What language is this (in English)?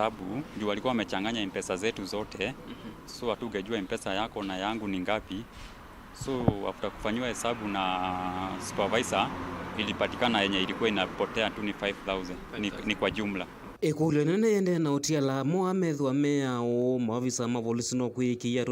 Kamba